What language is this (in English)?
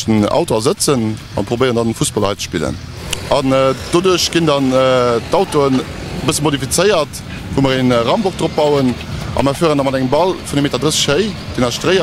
Luxembourgish